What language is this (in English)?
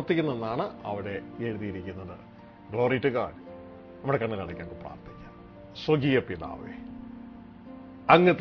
Malayalam